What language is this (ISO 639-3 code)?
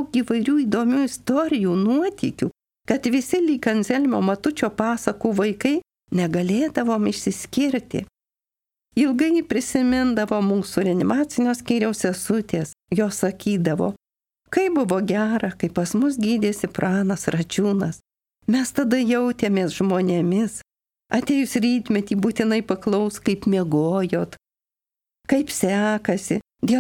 lit